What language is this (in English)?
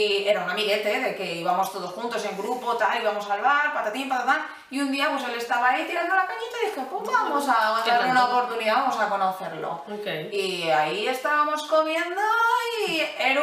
Spanish